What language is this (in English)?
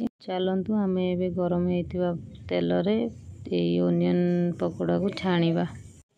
Odia